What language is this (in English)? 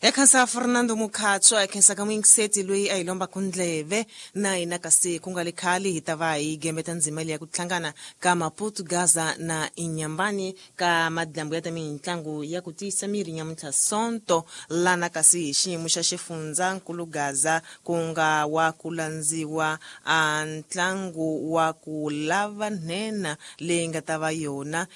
Tsonga